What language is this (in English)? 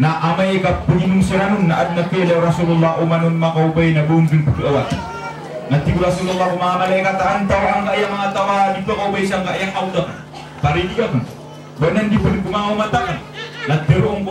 Maranao